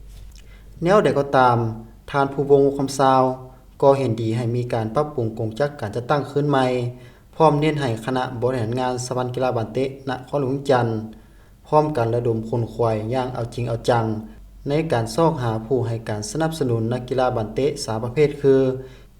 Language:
Lao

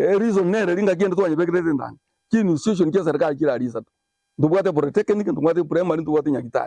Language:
Gusii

